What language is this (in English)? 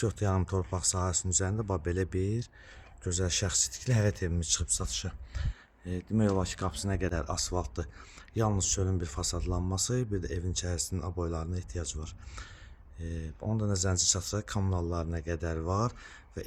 Azerbaijani